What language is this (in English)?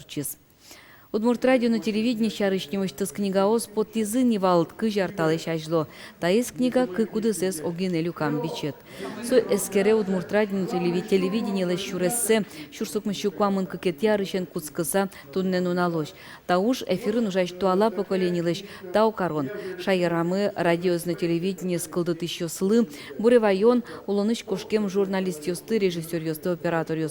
Udmurt